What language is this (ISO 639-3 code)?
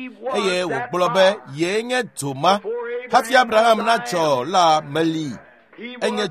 ewe